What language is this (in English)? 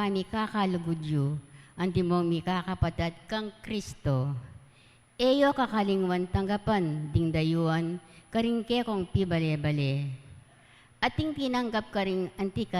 Pampanga